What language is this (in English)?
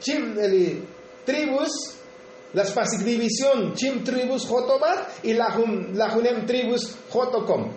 Tzotzil